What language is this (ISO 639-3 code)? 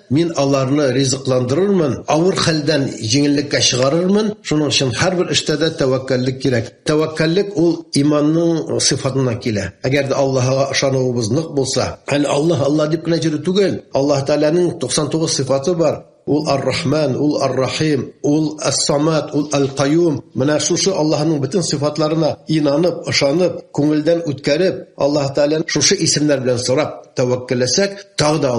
tat